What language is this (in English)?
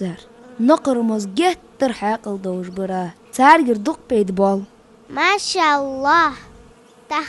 Ingush